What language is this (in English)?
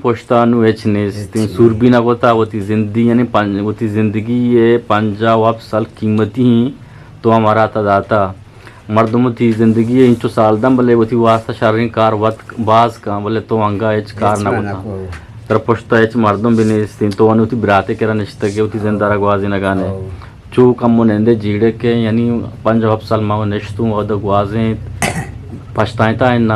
Eastern Balochi